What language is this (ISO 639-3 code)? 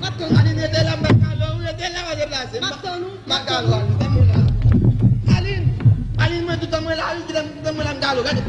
hat